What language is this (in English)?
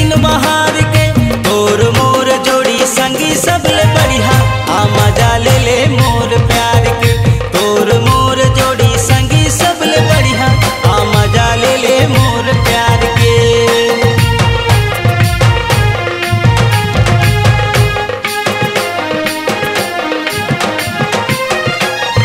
Chhattisgarhi